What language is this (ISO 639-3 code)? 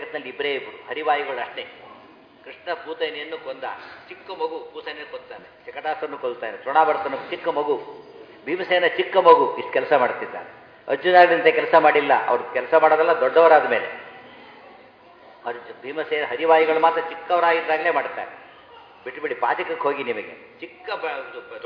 kan